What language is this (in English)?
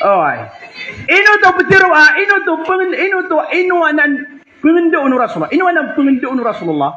Maranao